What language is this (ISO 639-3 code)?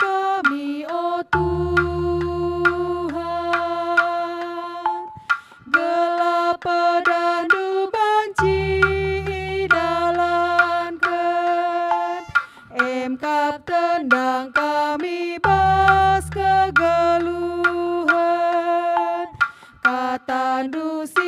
btx